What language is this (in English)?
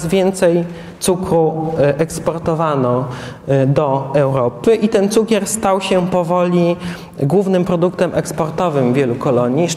Polish